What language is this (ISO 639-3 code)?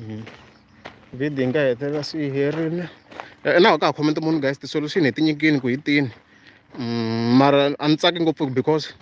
tso